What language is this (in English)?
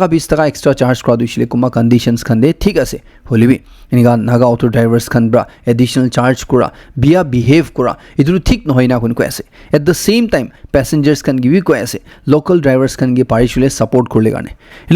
Naga Pidgin